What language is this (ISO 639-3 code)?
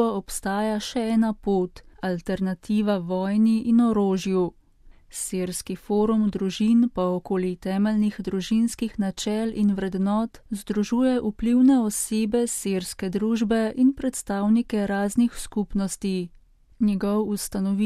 slv